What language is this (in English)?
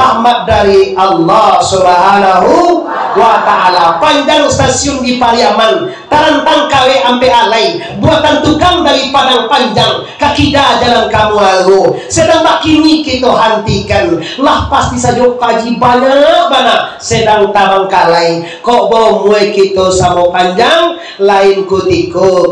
Minangkabau